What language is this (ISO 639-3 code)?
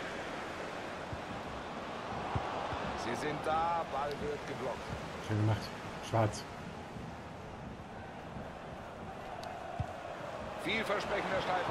deu